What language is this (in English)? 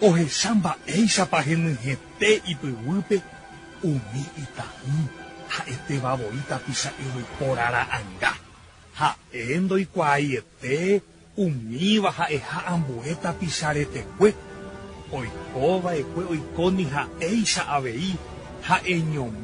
Guarani